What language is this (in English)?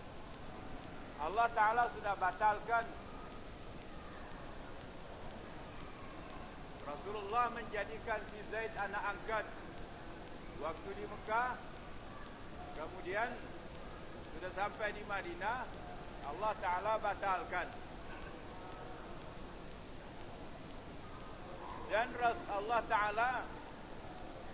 Malay